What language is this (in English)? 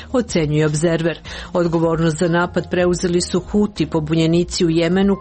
Croatian